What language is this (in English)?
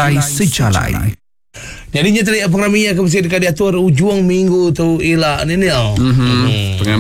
Iban